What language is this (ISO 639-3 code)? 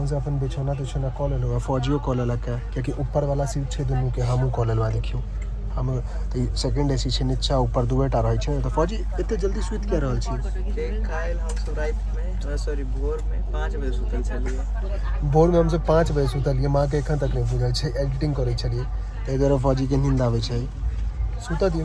mai